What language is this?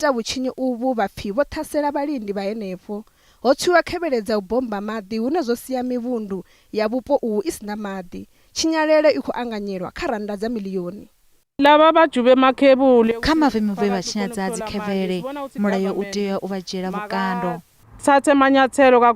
Venda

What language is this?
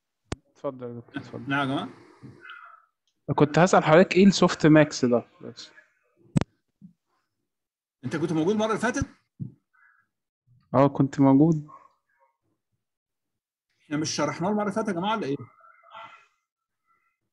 Egyptian Arabic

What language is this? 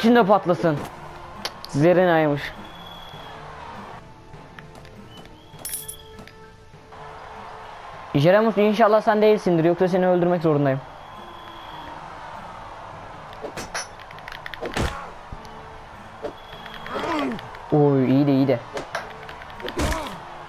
Turkish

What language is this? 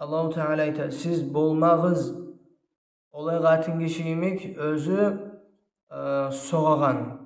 Kumyk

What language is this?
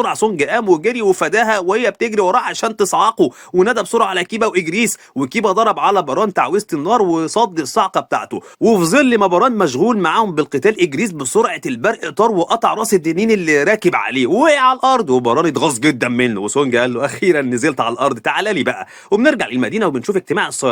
Egyptian Arabic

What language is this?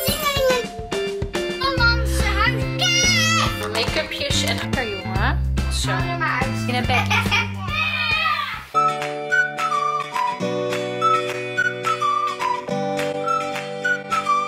Dutch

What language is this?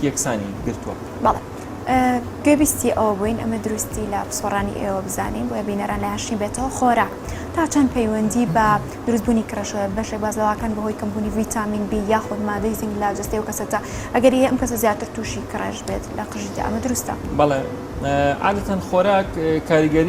Central Kurdish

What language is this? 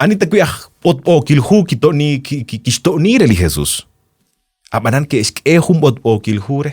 Kekchí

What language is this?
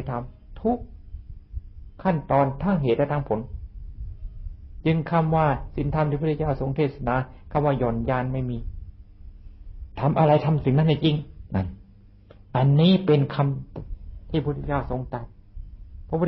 Thai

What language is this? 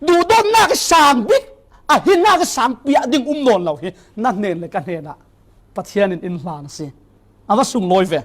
Falam Chin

